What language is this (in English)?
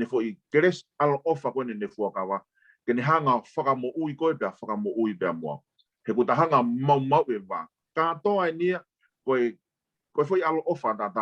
Tongan